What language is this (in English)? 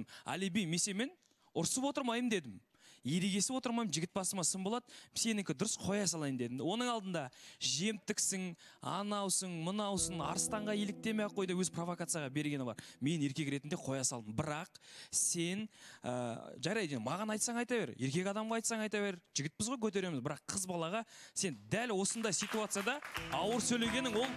Kazakh